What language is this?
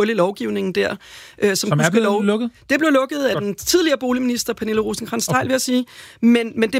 Danish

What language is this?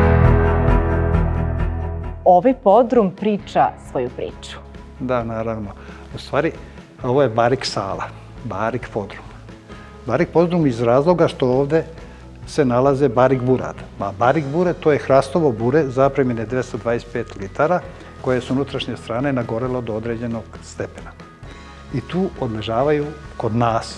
Serbian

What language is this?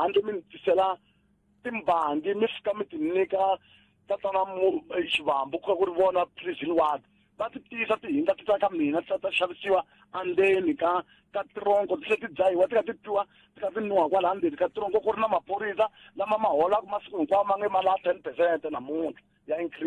Tsonga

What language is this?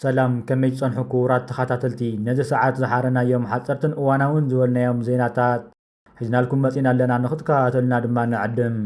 Tigrinya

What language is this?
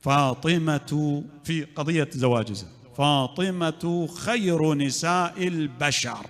Mesopotamian Arabic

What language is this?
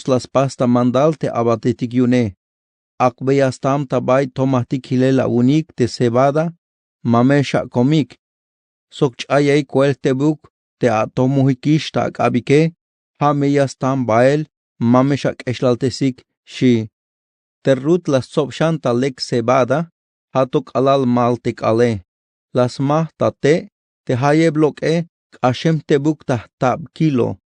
Tzeltal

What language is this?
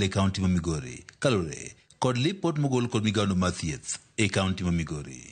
Luo (Kenya and Tanzania)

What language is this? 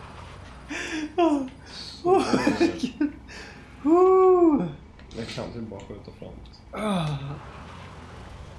Swedish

